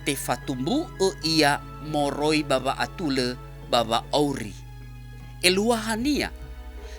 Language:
Nias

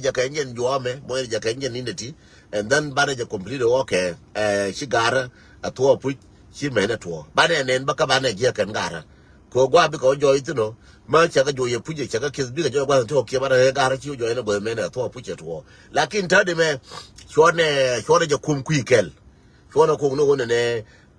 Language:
Nuer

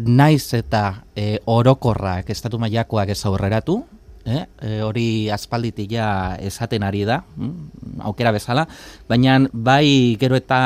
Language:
Basque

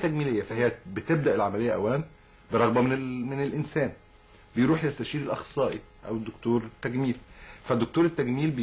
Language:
Egyptian Arabic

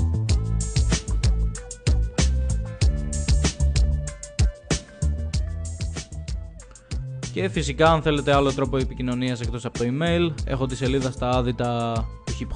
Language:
Greek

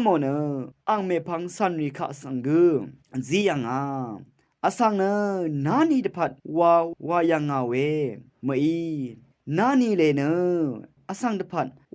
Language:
Rawang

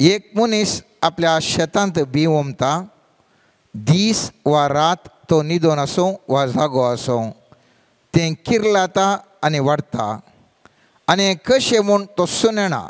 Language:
Konkani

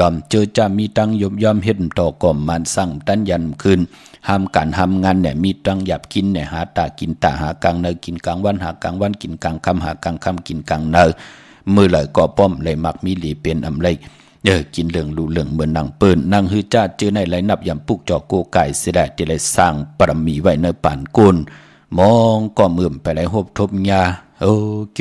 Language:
Shan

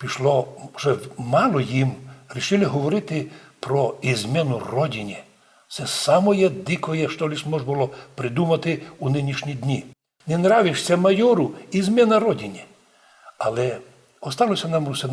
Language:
Rusyn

